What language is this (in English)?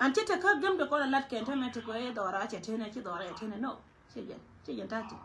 Nuer